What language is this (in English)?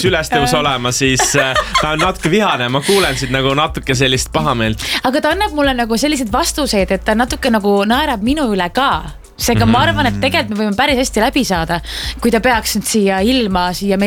Estonian